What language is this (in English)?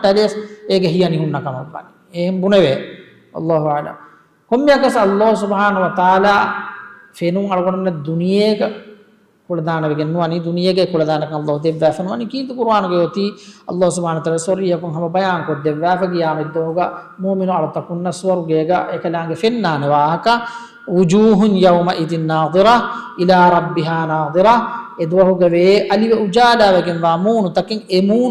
Divehi